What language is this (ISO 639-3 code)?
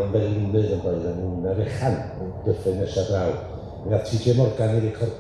cym